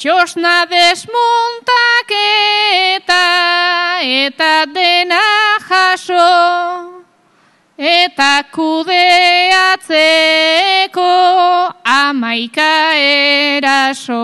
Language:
Basque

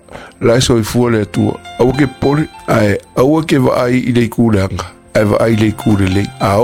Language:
Samoan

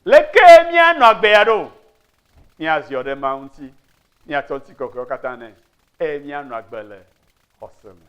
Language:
Ewe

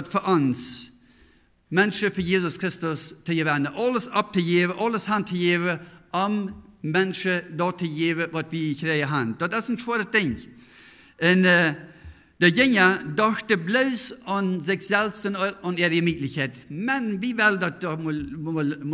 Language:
Plautdietsch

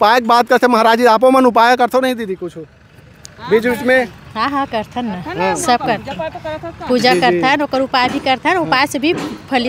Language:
Chhattisgarhi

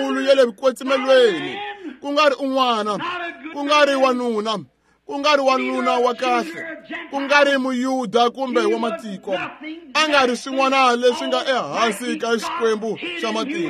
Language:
Tsonga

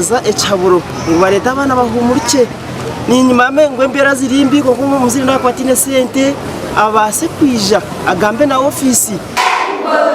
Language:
Nyankole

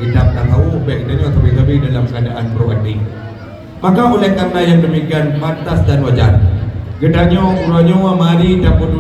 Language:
Achinese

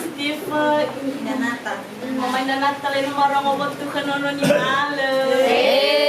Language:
Nias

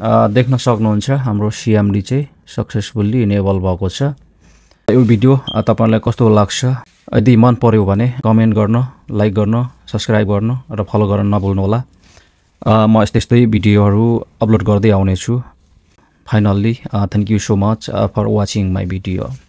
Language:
Nepali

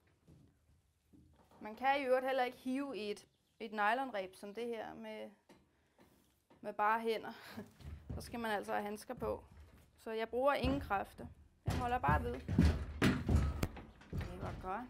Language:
Danish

